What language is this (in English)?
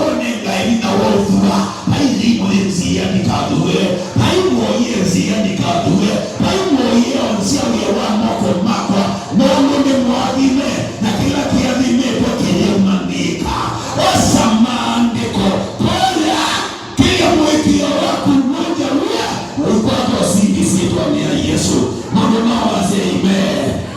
Kamba